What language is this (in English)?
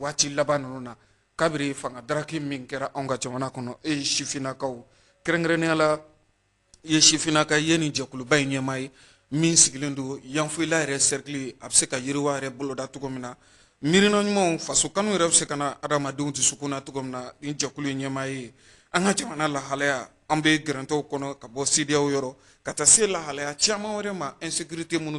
Bambara